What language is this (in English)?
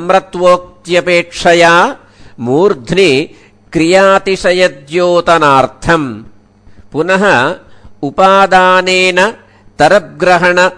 Sanskrit